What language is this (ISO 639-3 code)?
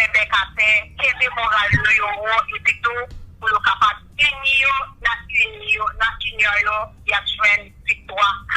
hat